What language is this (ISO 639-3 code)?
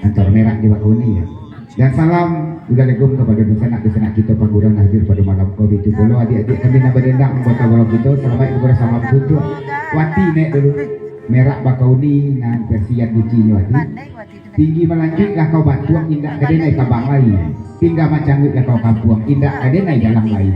min